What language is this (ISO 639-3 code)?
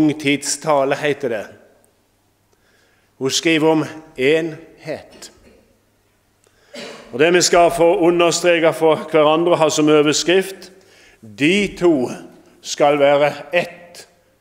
nor